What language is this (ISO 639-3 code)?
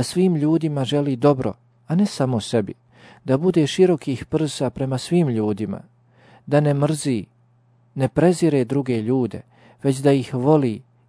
bos